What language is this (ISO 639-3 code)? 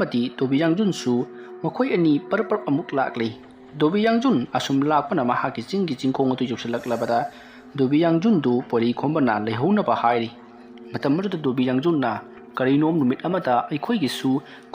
mni